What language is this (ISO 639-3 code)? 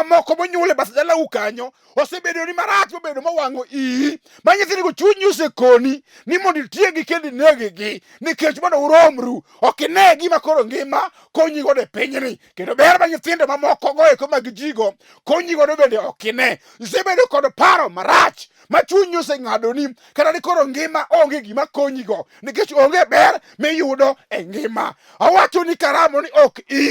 luo